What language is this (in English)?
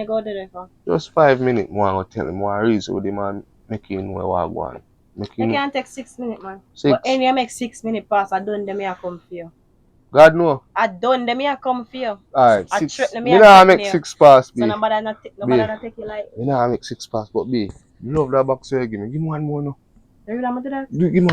Jamaican Creole English